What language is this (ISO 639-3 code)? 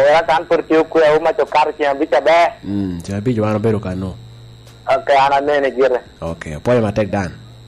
laj